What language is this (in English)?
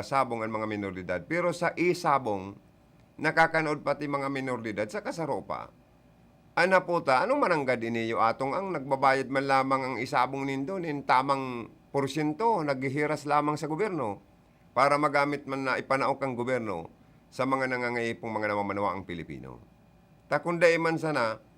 Bikol